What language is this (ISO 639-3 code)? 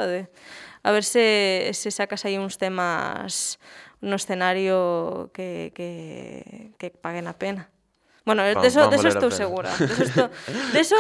glg